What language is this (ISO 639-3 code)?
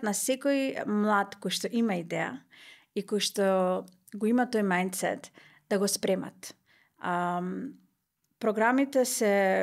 mkd